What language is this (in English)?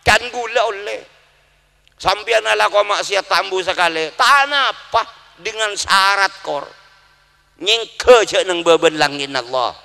Madurese